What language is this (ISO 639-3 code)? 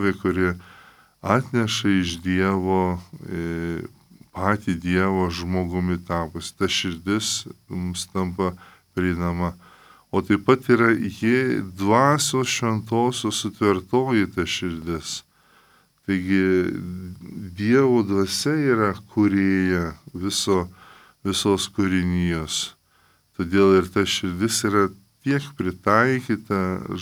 lit